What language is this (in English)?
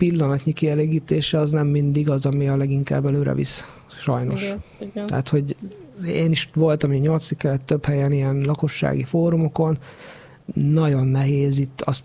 Hungarian